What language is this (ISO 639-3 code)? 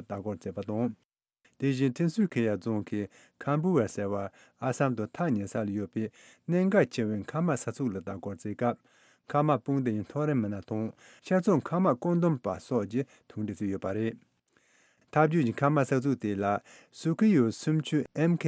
bod